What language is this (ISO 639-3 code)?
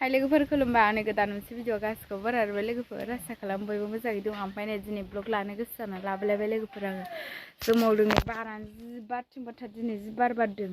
brx